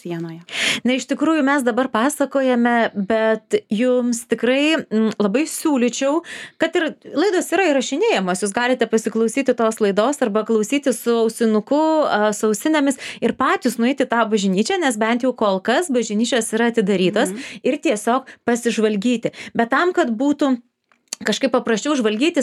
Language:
Lithuanian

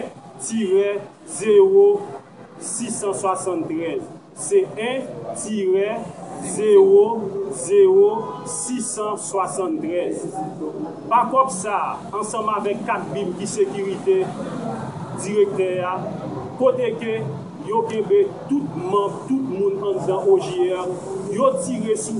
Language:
Haitian Creole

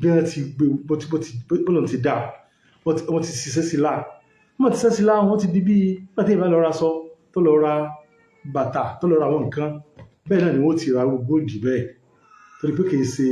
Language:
Yoruba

